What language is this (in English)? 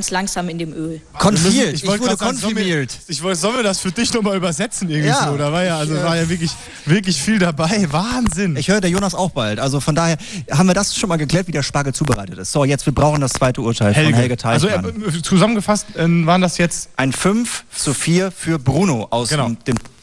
German